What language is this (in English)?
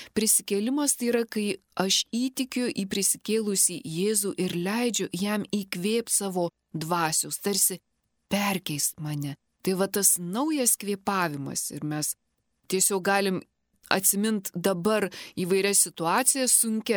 Lithuanian